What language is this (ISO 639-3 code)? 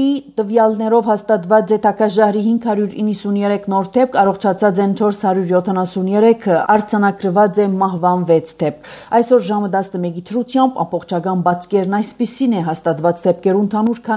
hye